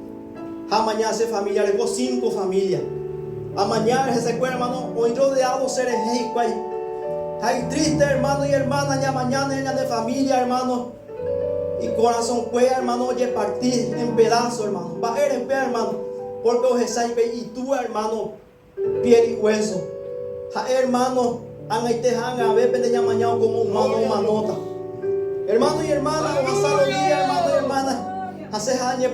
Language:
Guarani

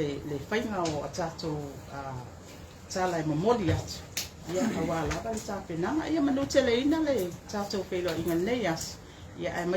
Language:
Samoan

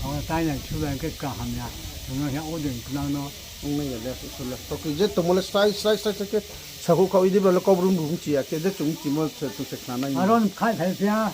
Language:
Riang (India)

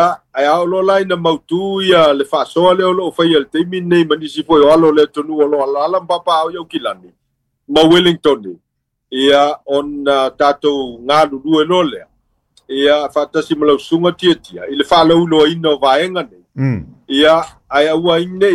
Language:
Samoan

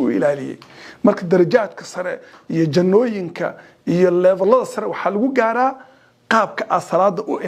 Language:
Somali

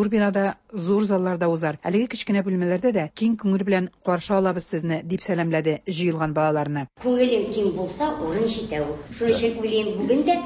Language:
Tatar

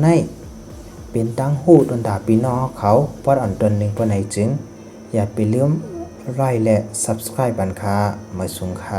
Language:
Shan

